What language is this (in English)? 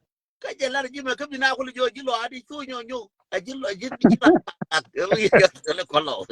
Nuer